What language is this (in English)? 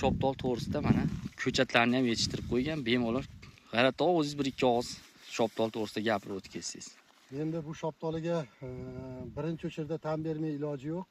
Uzbek